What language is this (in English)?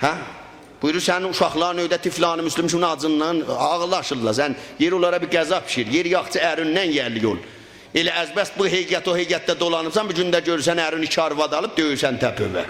South Azerbaijani